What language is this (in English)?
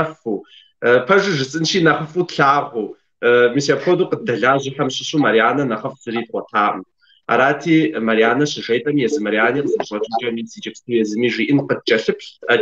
Kabardian